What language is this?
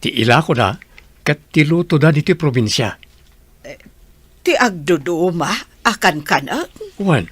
Iloko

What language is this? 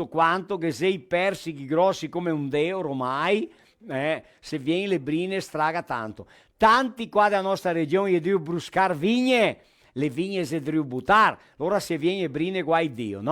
Venetian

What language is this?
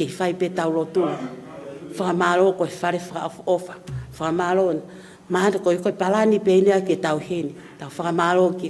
Tongan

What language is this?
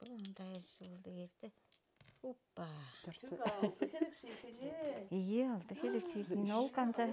Tuvinian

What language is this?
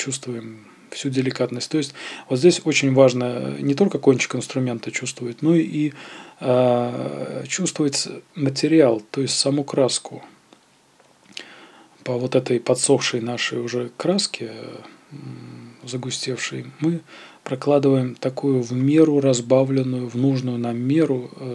Russian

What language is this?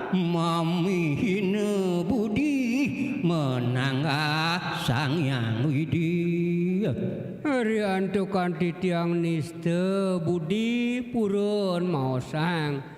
Balinese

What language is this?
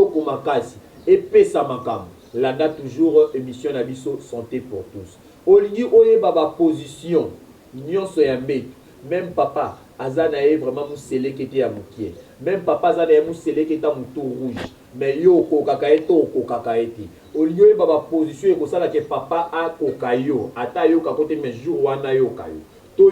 Lingala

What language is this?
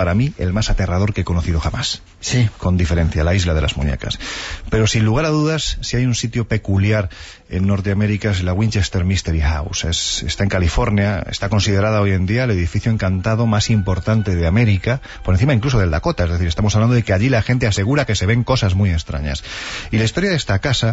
Spanish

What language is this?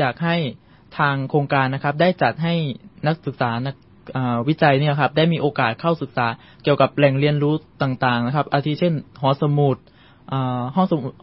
Thai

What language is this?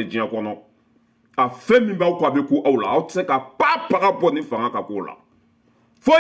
Bambara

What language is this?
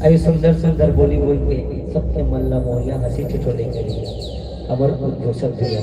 Chhattisgarhi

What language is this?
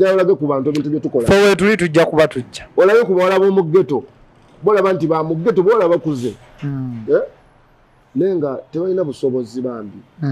Ganda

